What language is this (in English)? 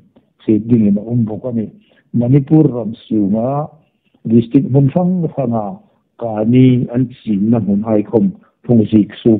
Hmar